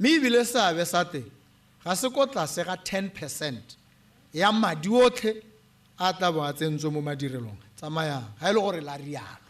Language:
Tswana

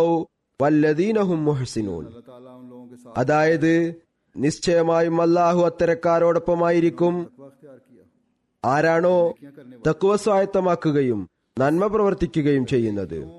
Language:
Malayalam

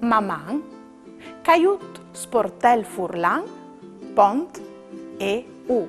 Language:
Friulian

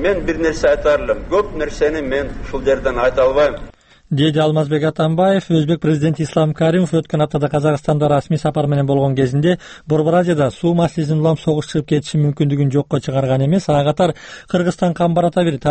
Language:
Kyrgyz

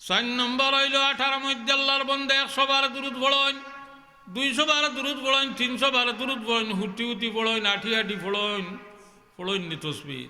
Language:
Sylheti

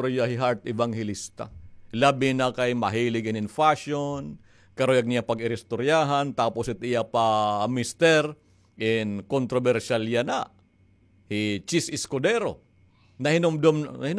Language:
Waray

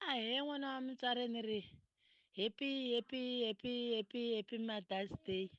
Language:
Tsonga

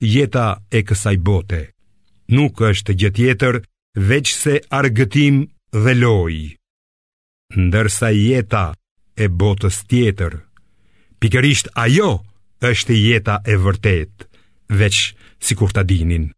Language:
Albanian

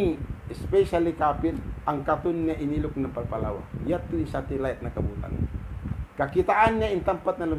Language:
Tausug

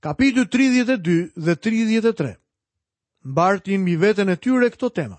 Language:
Albanian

